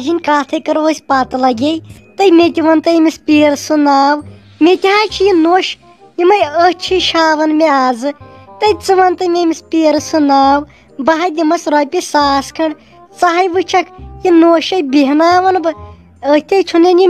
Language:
Kashmiri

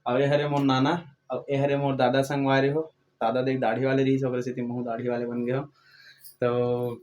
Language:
Chhattisgarhi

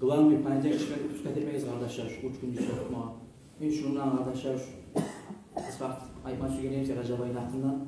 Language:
Kumyk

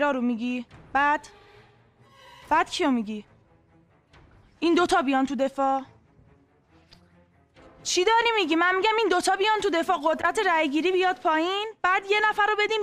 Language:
Persian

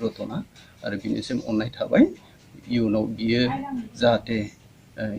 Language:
Bodo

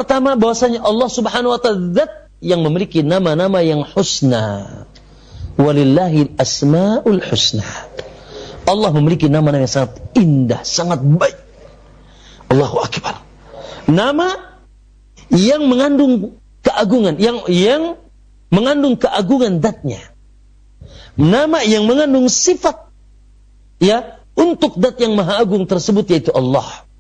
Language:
Indonesian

